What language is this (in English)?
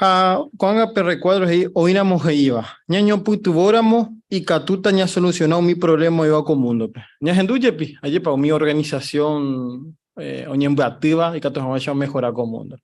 Guarani